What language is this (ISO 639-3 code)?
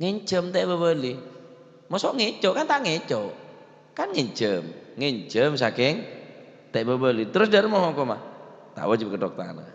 mad